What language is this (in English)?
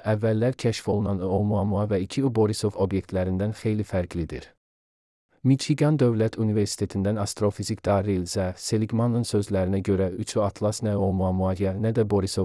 Azerbaijani